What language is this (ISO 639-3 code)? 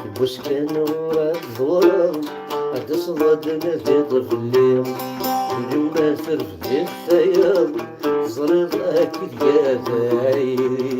kab